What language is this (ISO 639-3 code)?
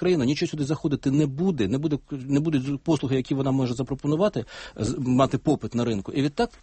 ukr